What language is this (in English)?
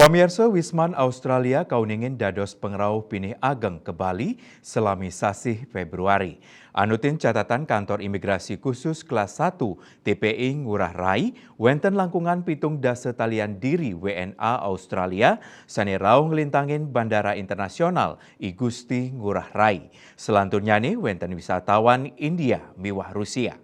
Balinese